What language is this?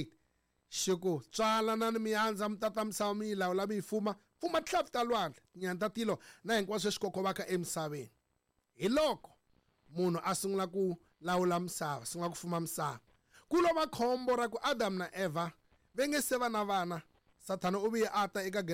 Tsonga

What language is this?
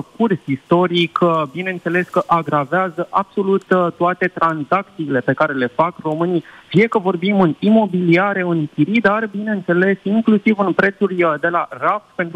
Romanian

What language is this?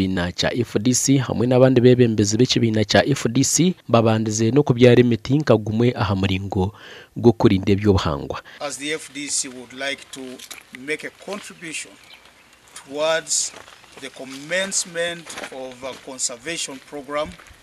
Nyankole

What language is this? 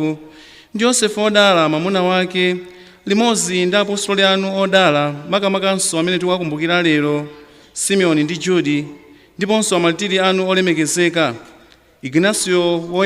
Nyanja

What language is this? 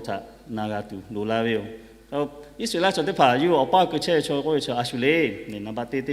Lahu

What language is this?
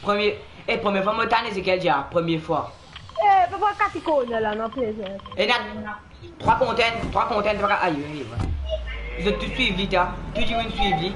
Morisyen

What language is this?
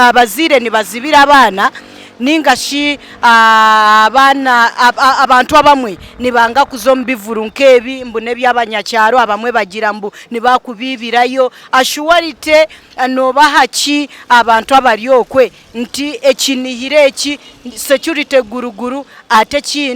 Nyankole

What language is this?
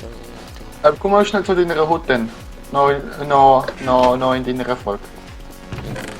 Swiss German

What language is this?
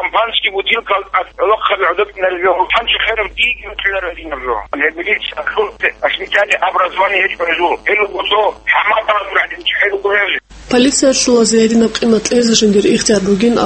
Avaric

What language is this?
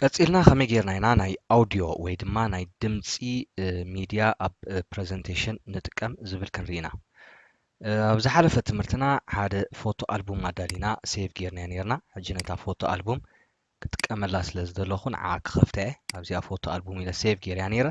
Tigrinya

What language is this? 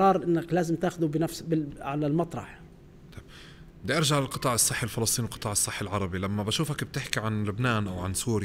North Levantine Arabic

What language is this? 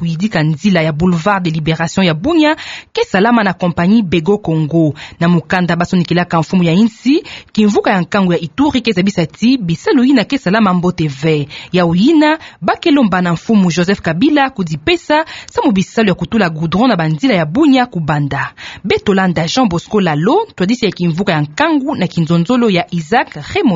Kituba (Democratic Republic of Congo)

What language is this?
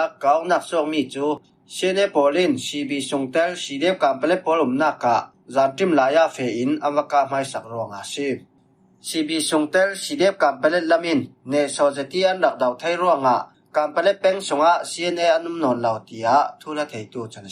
Falam Chin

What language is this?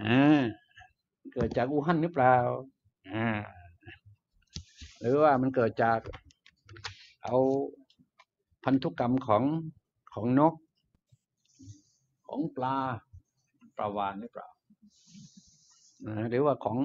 Thai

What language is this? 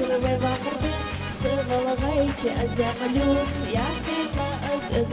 Ingush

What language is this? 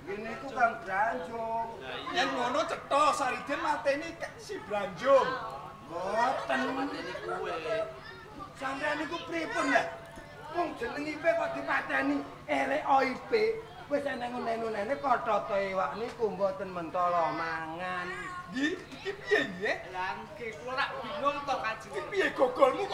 Javanese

